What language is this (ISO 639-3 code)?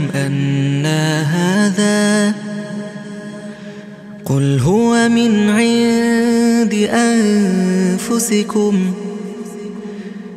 ara